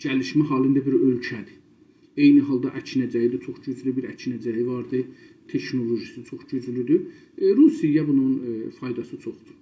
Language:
South Azerbaijani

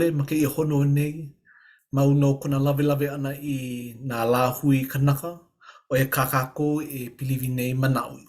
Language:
Hawaiian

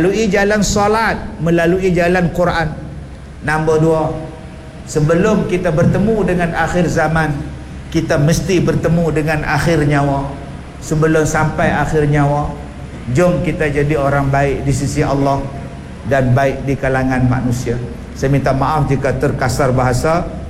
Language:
Malay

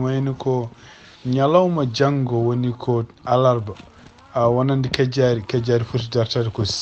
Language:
Fula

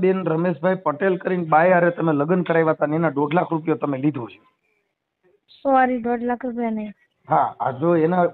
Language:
Gujarati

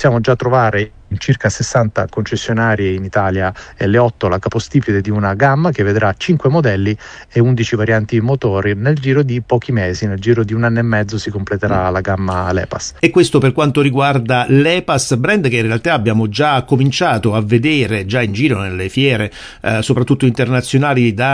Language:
Italian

